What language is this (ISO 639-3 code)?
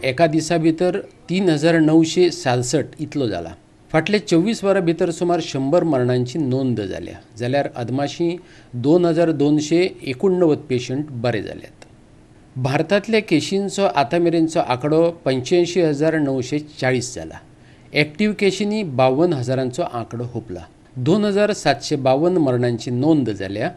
kok